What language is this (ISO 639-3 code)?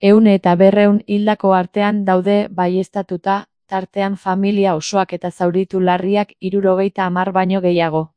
eus